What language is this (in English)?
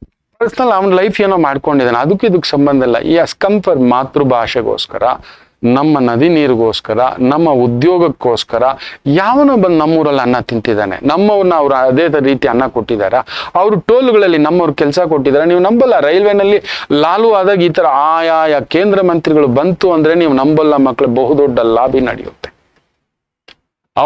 Kannada